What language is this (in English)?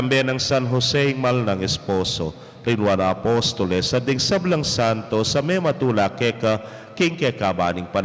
Pampanga